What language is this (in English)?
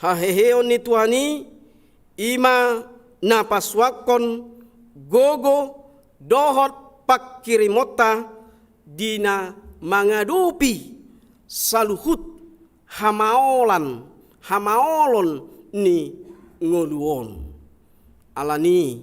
Batak Toba